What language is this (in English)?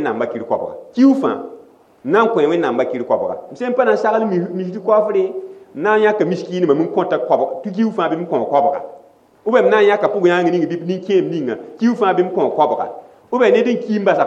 Mossi